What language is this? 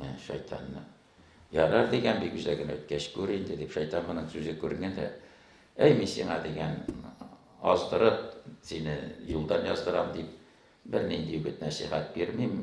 Tatar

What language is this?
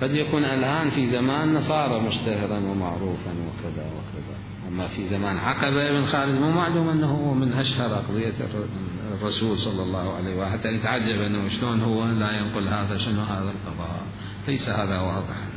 Mesopotamian Arabic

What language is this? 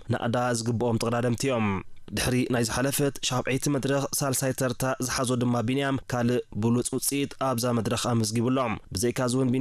Tigrinya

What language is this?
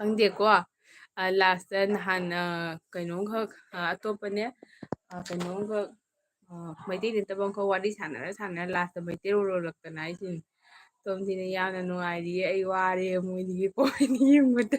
Manipuri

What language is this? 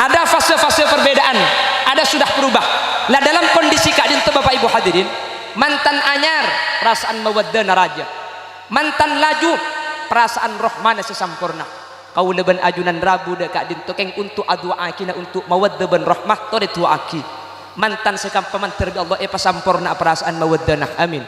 Madurese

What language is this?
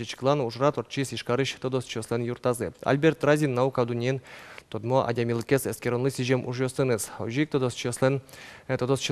Udmurt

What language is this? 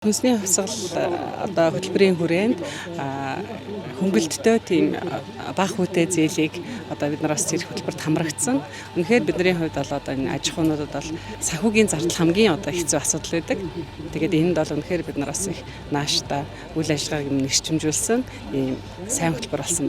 Mongolian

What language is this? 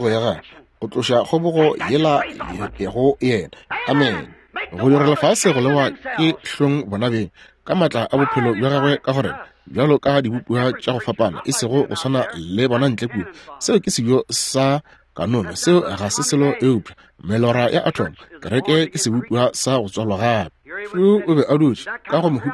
Northern Sotho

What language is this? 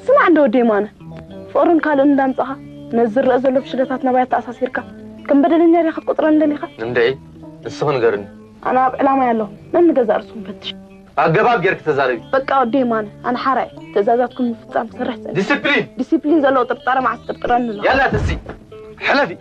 Tigrinya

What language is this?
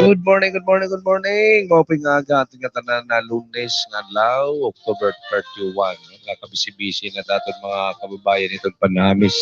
Waray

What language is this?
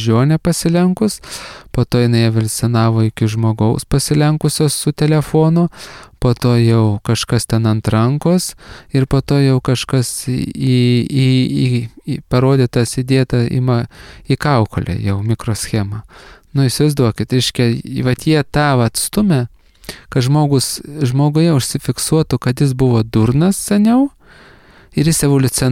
Lithuanian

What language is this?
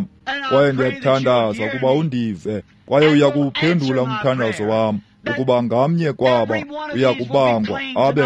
Xhosa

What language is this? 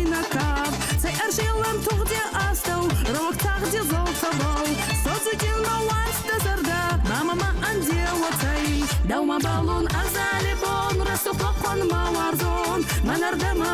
Ossetic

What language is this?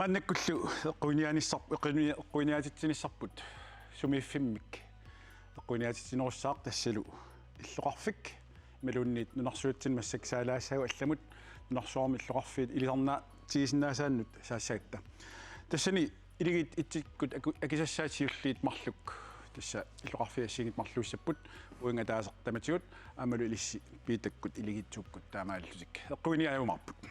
Kalaallisut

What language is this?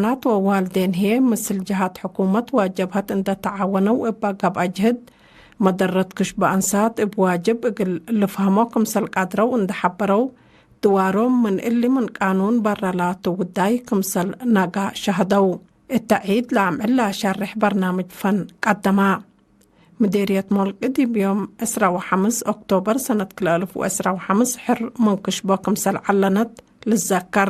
Tigre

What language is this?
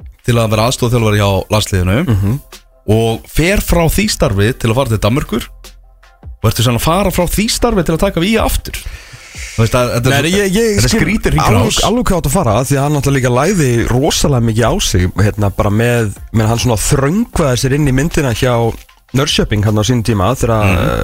Icelandic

